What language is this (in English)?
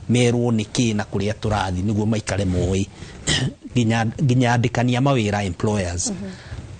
Kikuyu